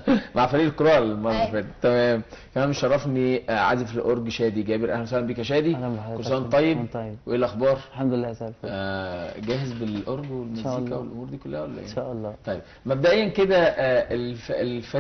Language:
Egyptian Arabic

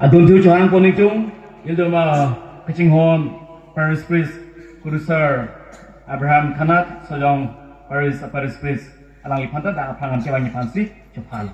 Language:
Karbi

